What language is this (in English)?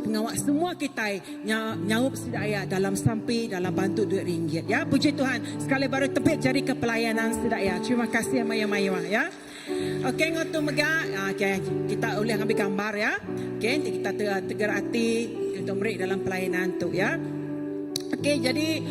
Iban